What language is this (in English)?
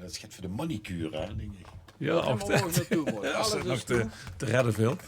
Limburgish